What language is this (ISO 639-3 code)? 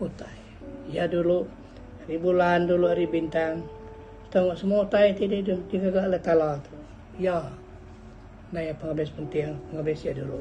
iba